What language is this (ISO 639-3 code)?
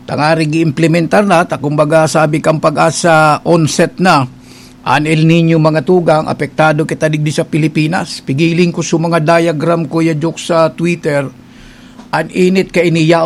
bik